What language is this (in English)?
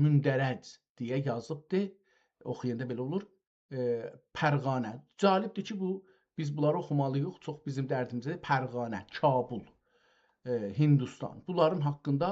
South Azerbaijani